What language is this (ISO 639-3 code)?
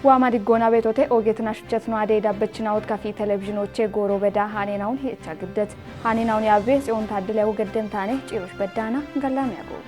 kbr